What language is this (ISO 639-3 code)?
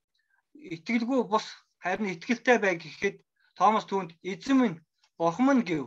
mon